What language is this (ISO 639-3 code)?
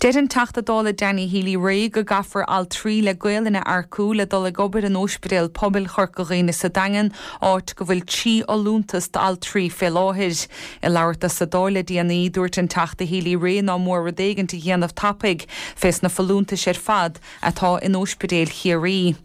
gle